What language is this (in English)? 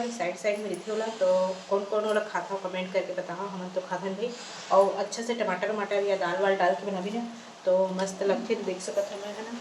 Chhattisgarhi